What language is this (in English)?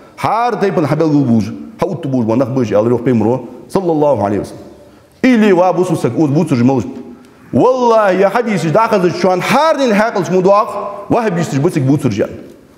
Ingush